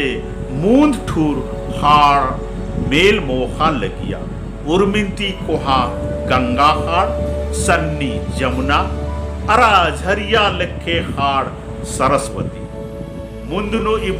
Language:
Kurukh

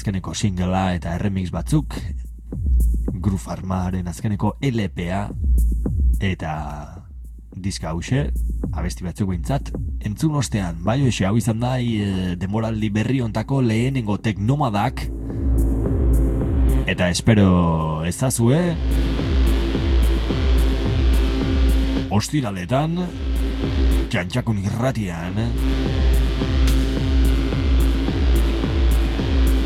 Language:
Basque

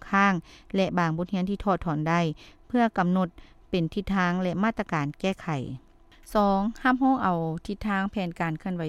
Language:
Lao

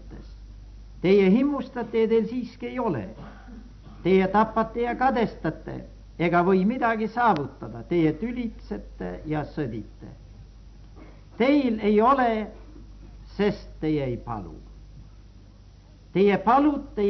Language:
Estonian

